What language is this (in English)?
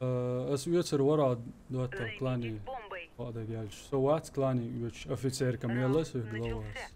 Chechen